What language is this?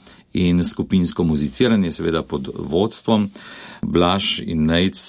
Slovenian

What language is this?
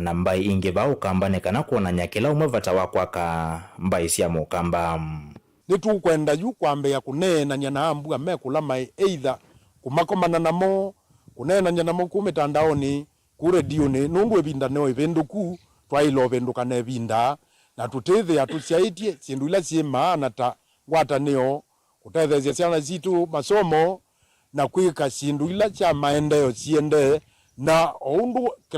Kamba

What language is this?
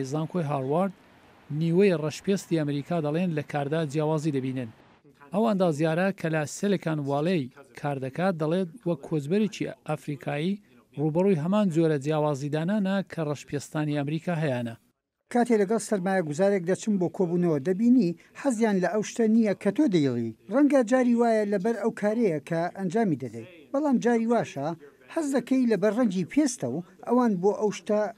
Central Kurdish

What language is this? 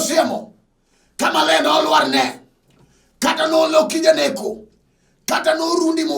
Luo (Kenya and Tanzania)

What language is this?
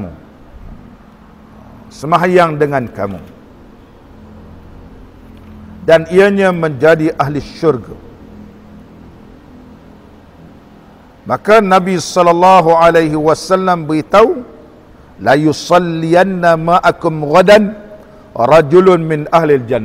Malay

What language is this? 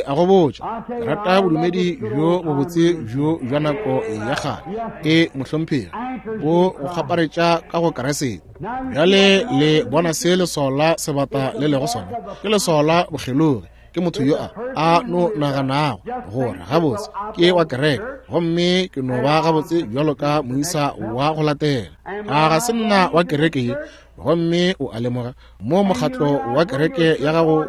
Northern Sotho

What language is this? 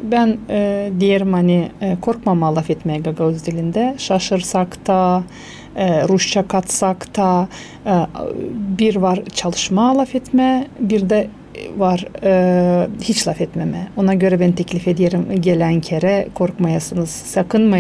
Gagauz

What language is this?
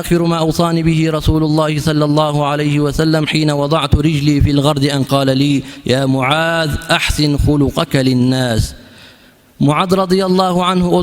Kumyk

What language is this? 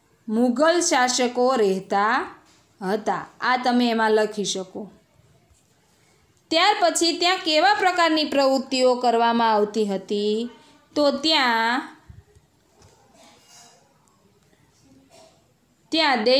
Gujarati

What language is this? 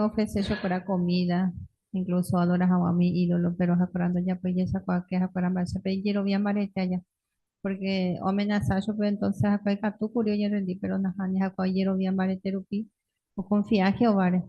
Guarani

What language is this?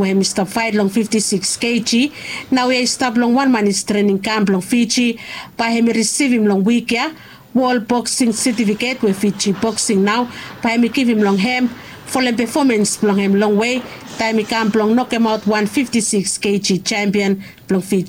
Bislama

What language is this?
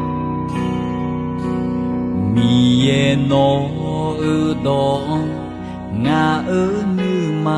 Akha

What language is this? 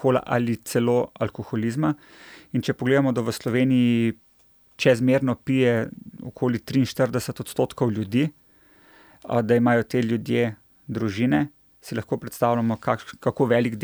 Slovenian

